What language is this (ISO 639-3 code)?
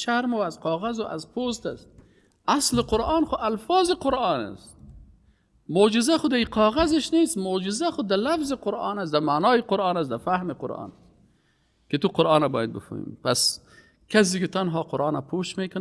fas